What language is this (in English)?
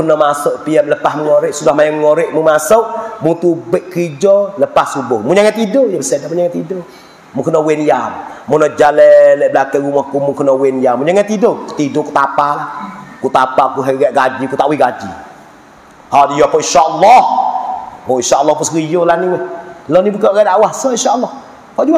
Pattani Malay